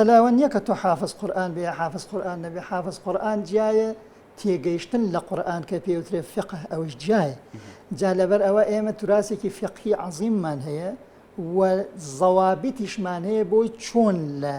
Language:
Central Kurdish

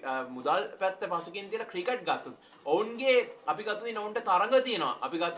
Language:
Sinhala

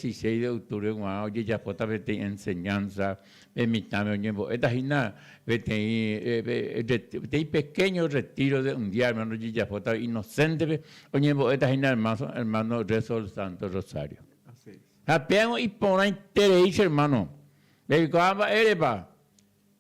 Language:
Guarani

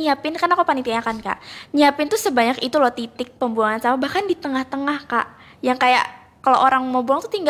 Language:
Indonesian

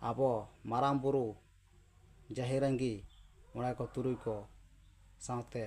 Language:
Santali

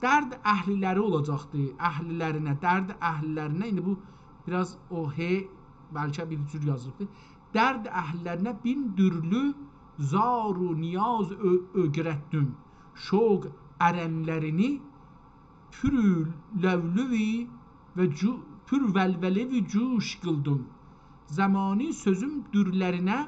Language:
South Azerbaijani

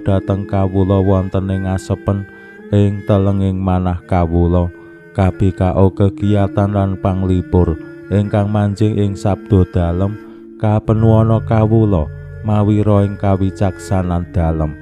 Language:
Javanese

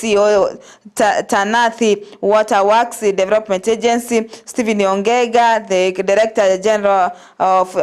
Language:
Gusii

